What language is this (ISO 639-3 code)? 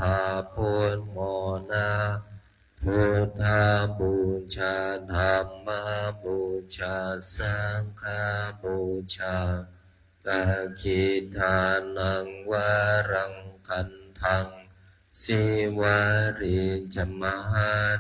pli